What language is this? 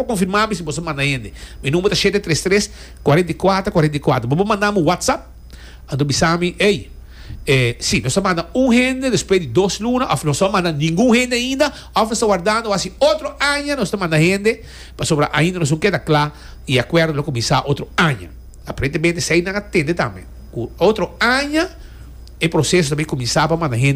Papiamento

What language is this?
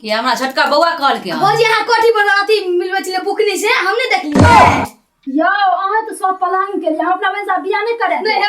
Maithili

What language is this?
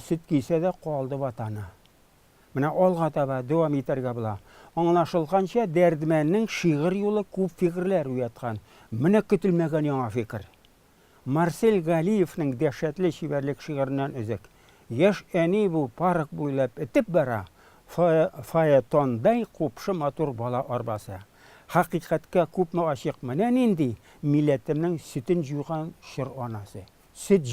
Tatar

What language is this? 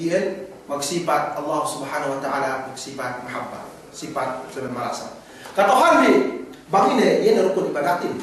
Yakan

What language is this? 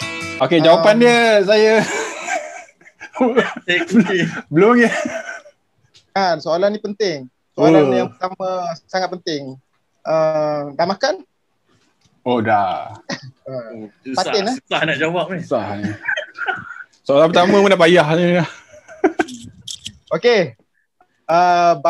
Malay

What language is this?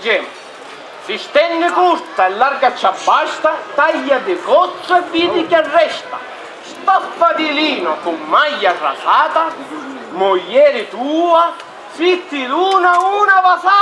Sicilian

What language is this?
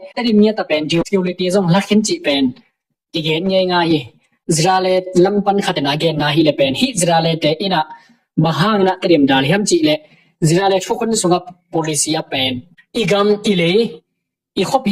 Tedim Chin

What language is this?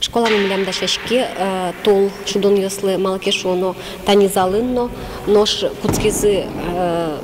Udmurt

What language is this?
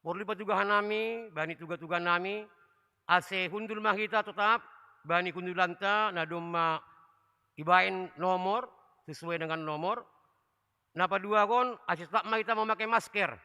Batak Simalungun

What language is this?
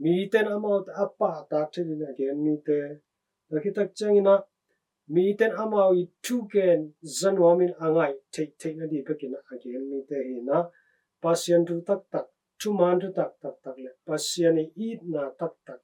Tedim Chin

